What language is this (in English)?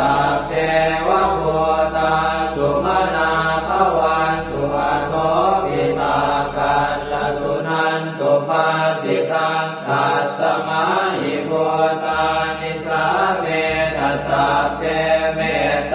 Pali